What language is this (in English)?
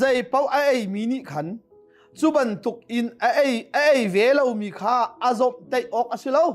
Hakha Chin